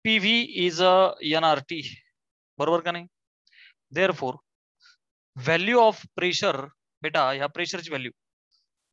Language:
Marathi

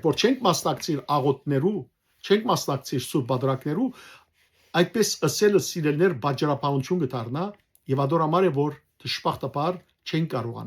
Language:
Western Armenian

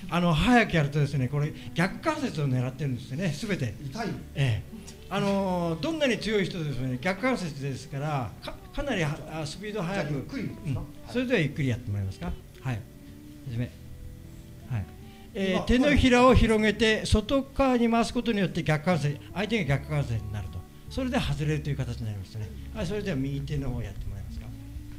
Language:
Japanese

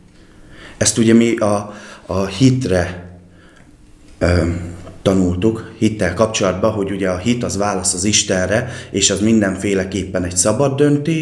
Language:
Hungarian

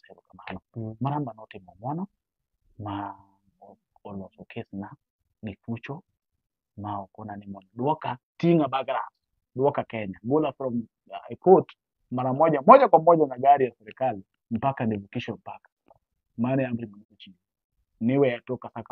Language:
Luo (Kenya and Tanzania)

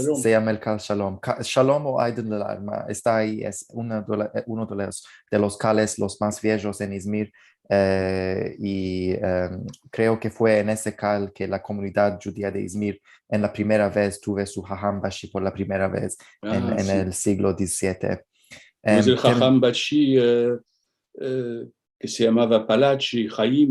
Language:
Ladino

